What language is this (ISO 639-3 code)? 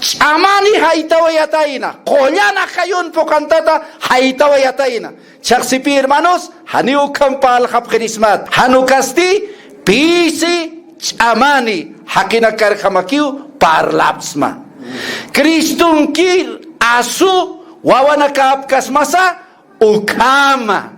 aym